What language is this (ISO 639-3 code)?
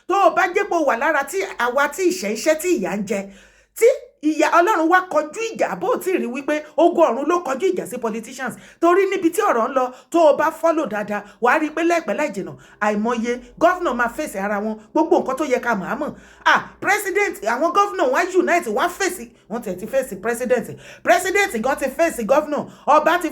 yor